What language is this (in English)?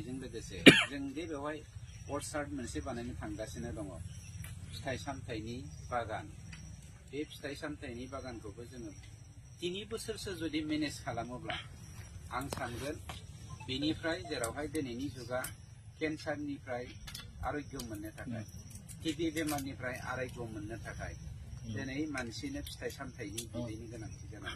Bodo